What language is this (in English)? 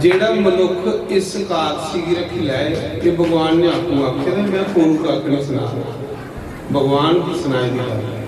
Dogri